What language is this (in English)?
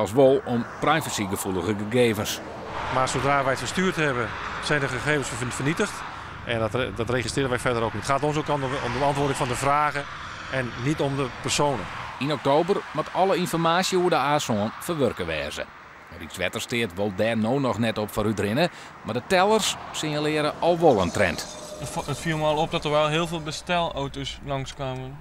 Western Frisian